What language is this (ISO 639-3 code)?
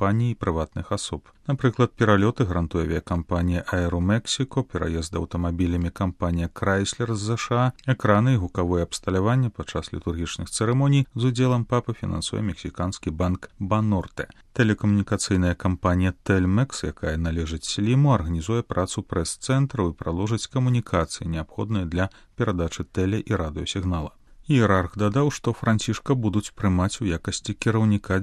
bel